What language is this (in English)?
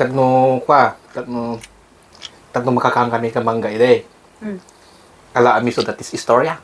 Iloko